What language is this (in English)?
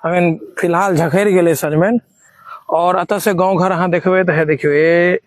Maithili